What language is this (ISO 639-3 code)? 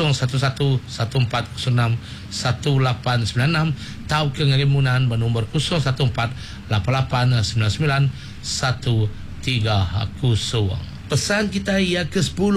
iba